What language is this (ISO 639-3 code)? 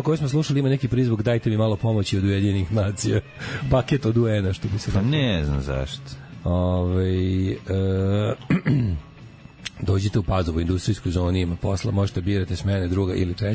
srp